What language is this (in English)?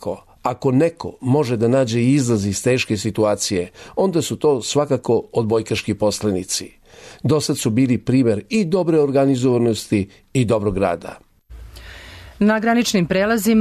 Serbian